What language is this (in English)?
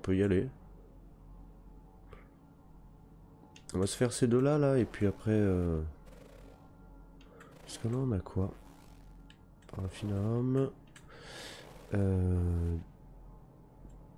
French